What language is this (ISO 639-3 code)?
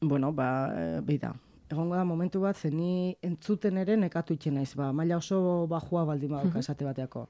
eus